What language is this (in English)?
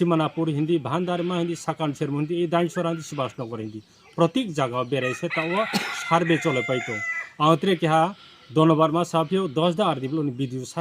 Riang (India)